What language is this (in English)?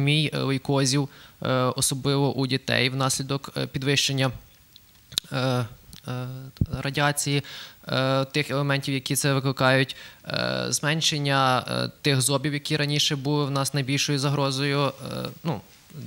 Ukrainian